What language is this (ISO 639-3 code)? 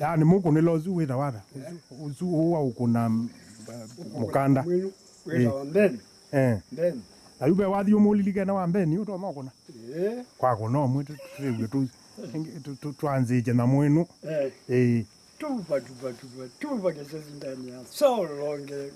kam